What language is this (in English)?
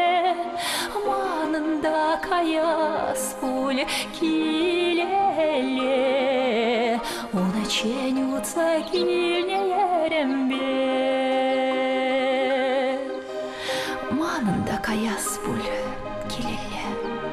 Chuvash